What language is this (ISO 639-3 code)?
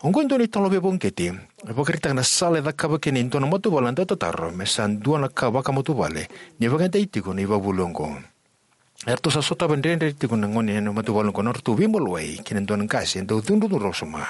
fij